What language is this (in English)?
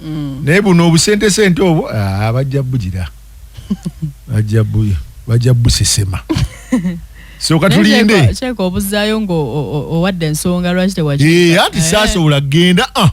Ganda